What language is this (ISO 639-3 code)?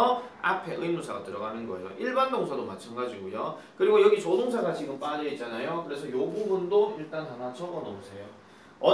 kor